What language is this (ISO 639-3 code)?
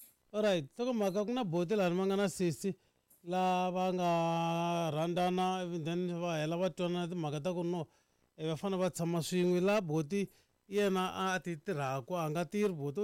tso